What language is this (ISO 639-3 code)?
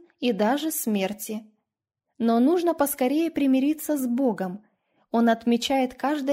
rus